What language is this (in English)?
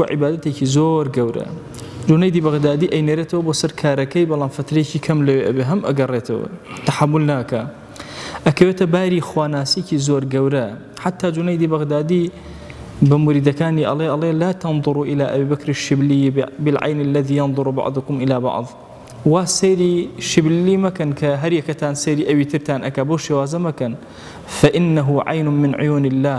Central Kurdish